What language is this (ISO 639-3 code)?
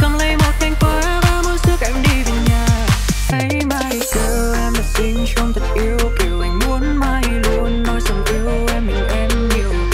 vie